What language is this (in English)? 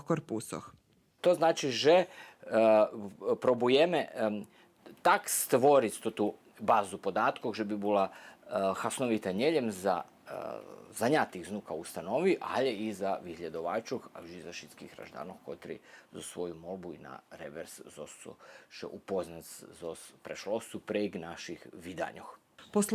Rusyn